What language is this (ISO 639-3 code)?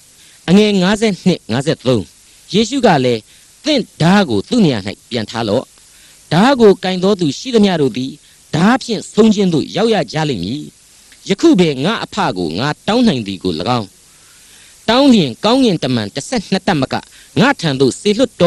mya